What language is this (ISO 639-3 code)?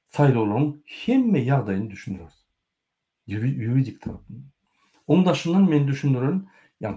tuk